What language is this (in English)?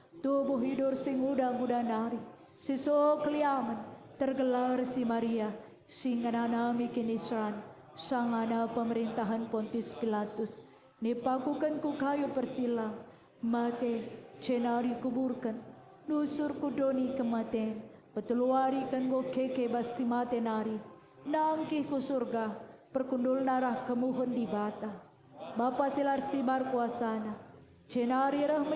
Batak Karo